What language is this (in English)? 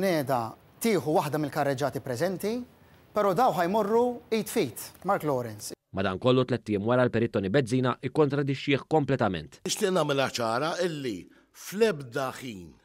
Maltese